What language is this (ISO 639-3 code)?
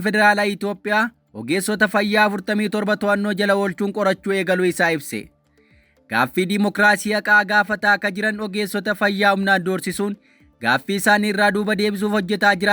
orm